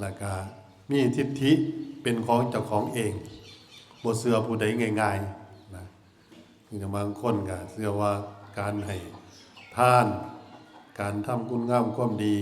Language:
Northeastern Thai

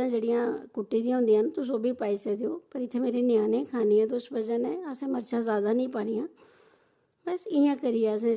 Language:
Dogri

